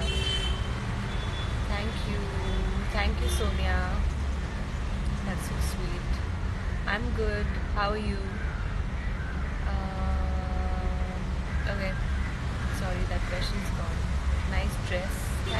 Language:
English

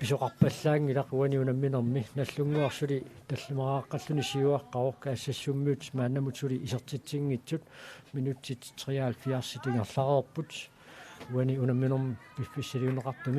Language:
Kalaallisut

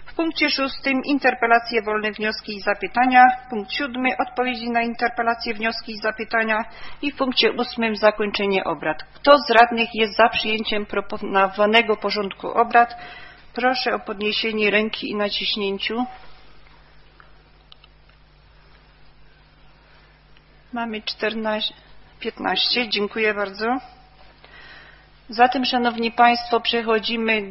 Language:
Polish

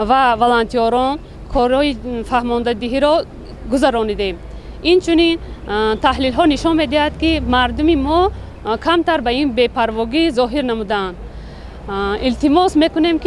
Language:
Tajik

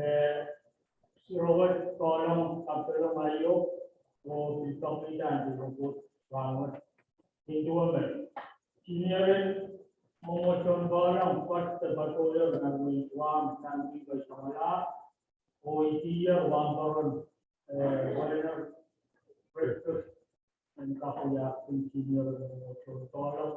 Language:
Pohnpeian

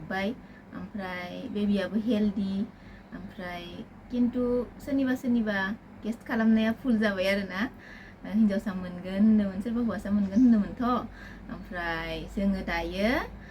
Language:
Bodo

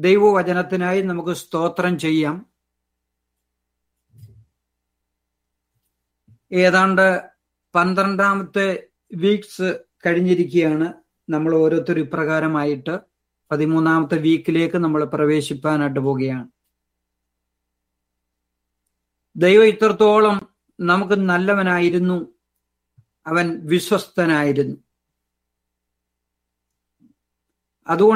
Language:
Malayalam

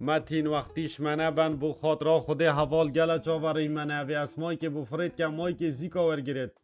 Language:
Kurdish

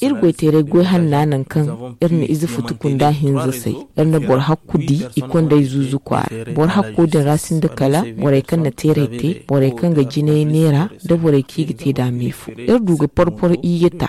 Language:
Zarma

